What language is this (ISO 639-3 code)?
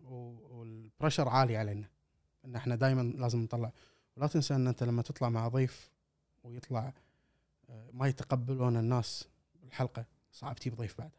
afb